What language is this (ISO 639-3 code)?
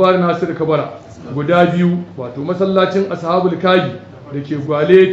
hau